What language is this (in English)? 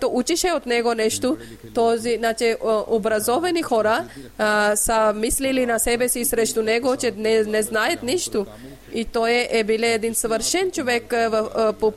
Bulgarian